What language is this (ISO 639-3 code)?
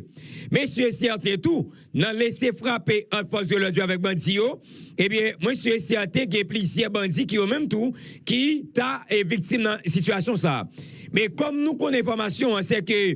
hat